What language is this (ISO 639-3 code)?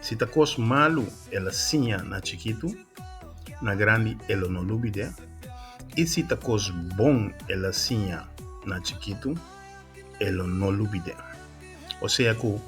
pap